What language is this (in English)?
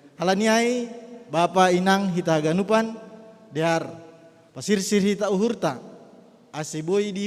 Batak Simalungun